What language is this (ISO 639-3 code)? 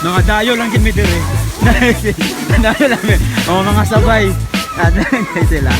ceb